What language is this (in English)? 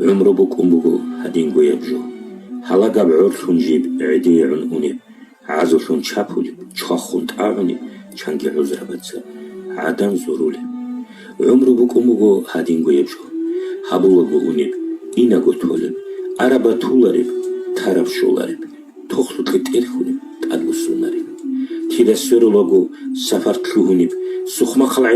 Avaric